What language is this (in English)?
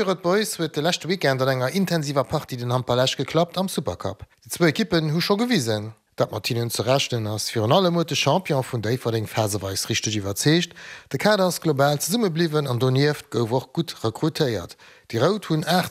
Luxembourgish